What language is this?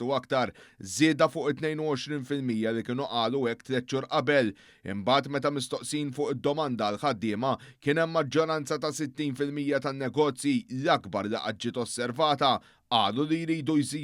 Maltese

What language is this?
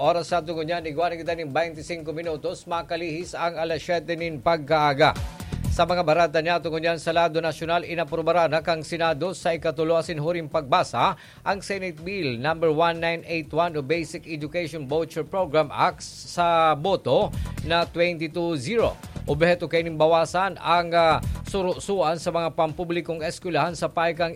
Bikol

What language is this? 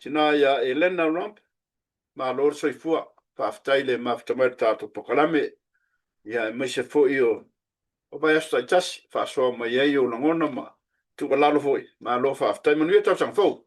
Samoan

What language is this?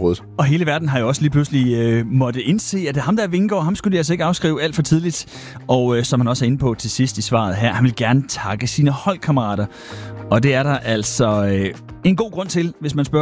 Danish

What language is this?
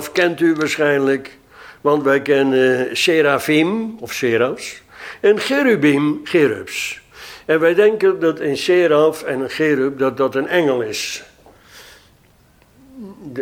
Dutch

